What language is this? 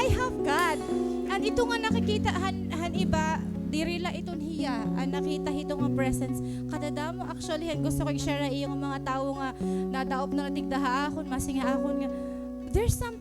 Waray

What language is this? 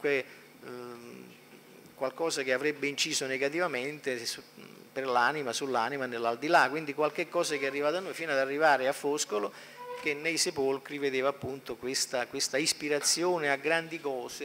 Italian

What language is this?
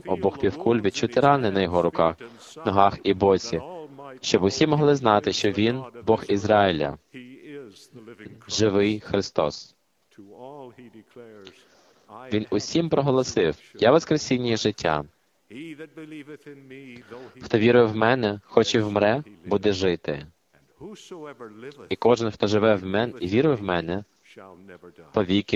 Ukrainian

